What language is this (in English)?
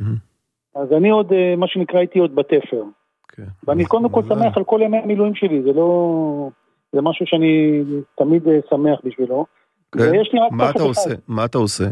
Hebrew